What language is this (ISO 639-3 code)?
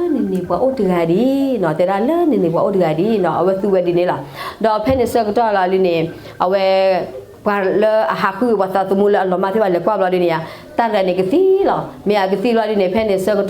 ksw